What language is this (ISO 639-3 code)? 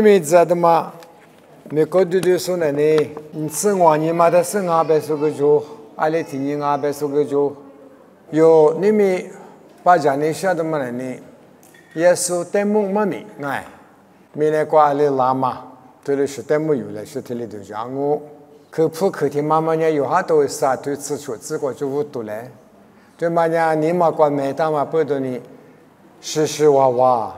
lis